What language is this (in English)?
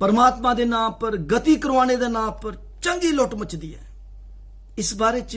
Dogri